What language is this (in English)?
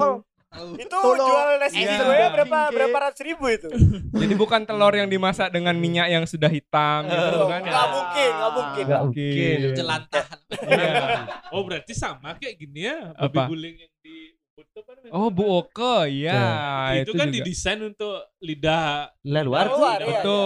Indonesian